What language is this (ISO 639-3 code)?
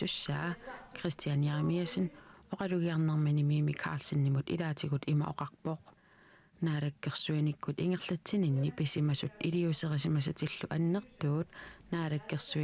kal